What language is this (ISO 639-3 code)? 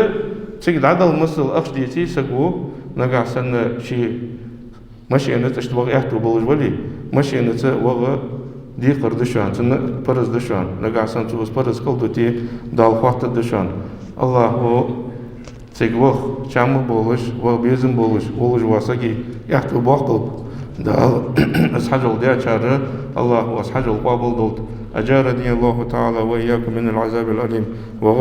inh